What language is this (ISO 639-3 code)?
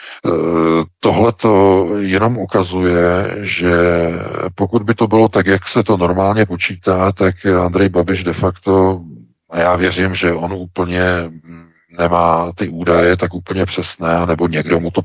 ces